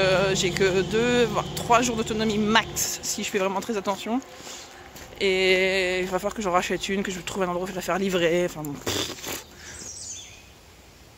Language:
French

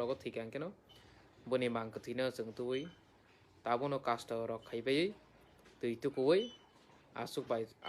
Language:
Kok Borok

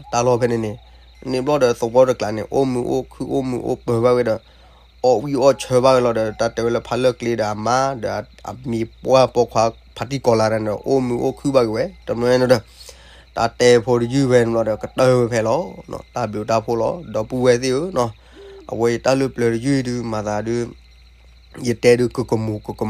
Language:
S'gaw Karen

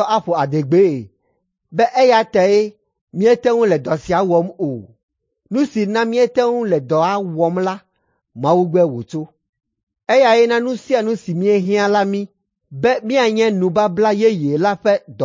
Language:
Ewe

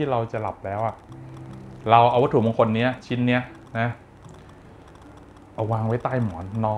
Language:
Thai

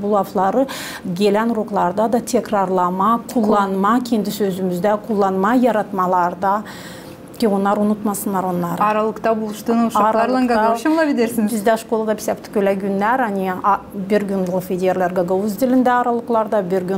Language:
Gagauz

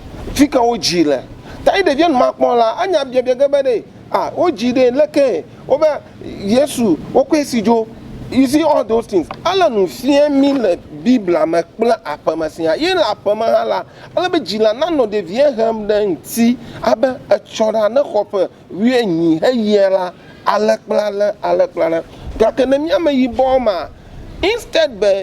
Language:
Ewe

